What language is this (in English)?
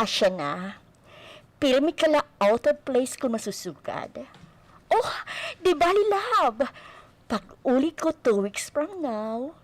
Waray